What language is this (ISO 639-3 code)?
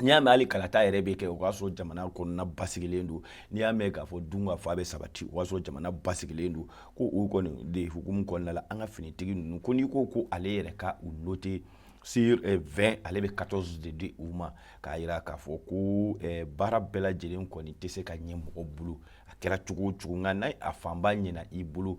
bam